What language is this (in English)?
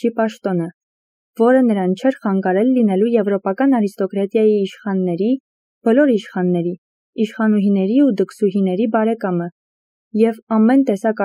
Armenian